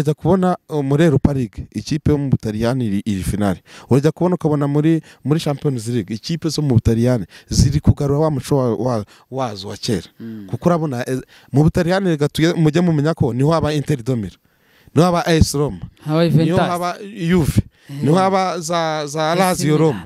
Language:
Kinyarwanda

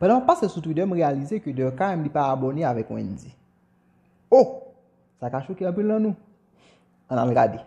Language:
Haitian Creole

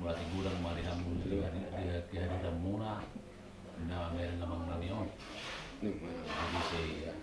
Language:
Batak Toba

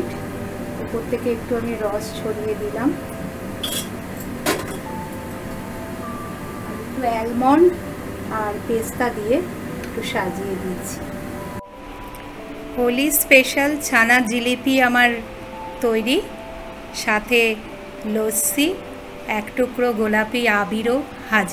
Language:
Bangla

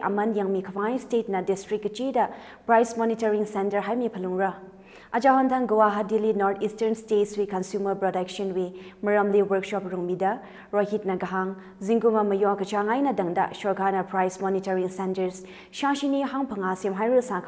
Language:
Tangkhul Naga (India)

